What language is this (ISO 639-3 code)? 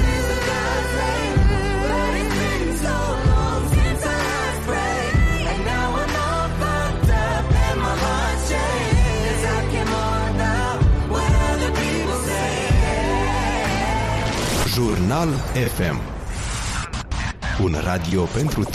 ron